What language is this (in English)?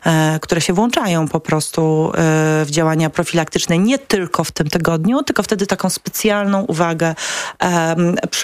Polish